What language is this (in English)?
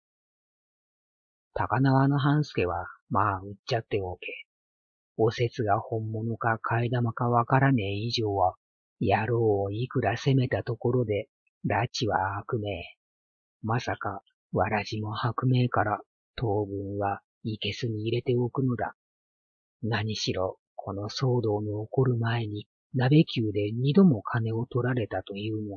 Japanese